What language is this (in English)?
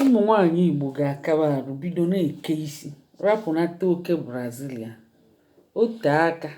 Igbo